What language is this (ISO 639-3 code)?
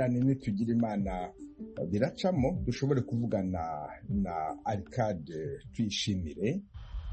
kin